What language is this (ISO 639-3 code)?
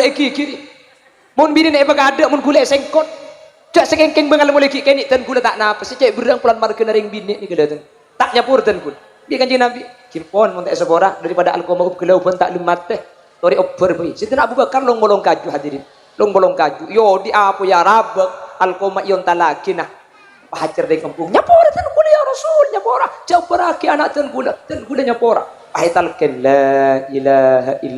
mad